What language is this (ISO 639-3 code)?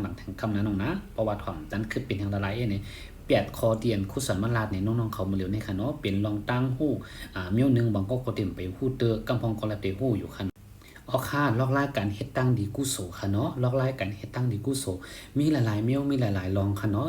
shn